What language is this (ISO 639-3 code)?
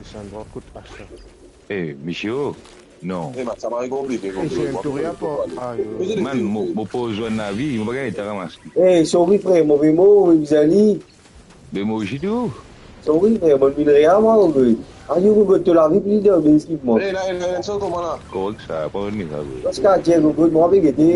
mfe